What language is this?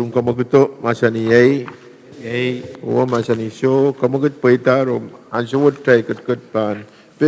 Pohnpeian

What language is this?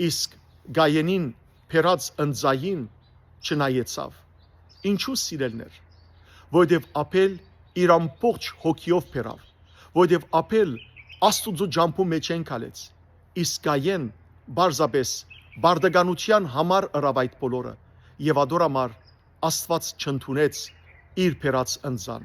Western Armenian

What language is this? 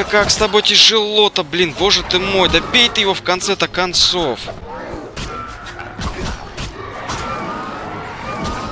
Russian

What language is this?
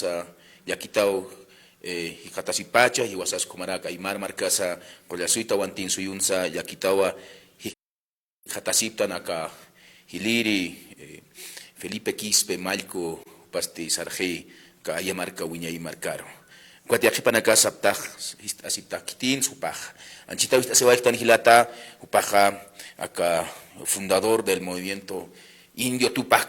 Aymara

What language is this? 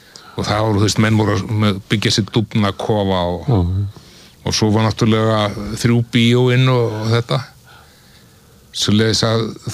Icelandic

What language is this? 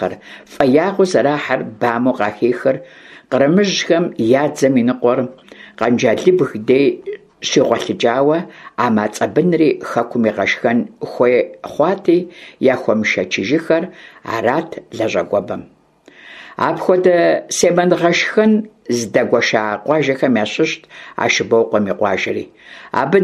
Kabardian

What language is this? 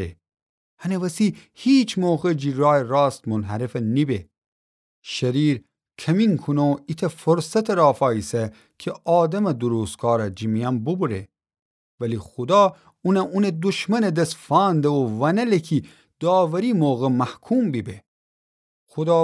Gilaki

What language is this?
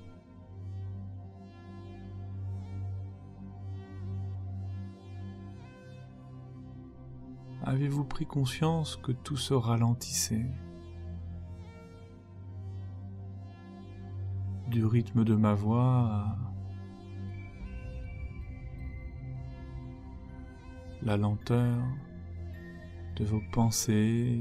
French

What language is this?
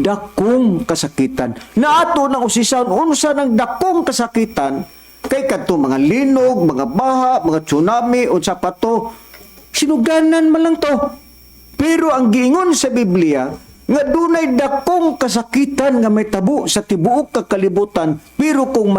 Cebuano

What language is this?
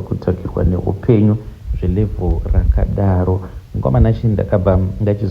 Shona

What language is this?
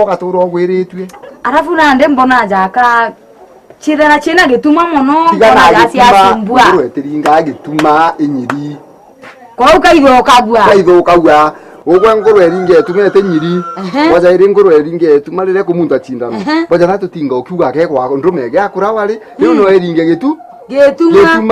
Meru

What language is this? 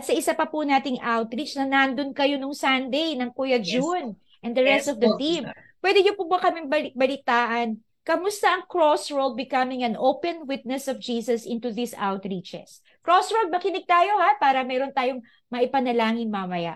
Filipino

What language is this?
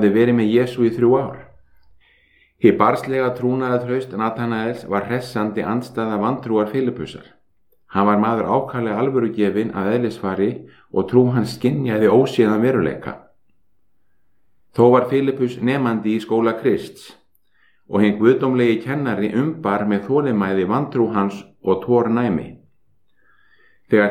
Icelandic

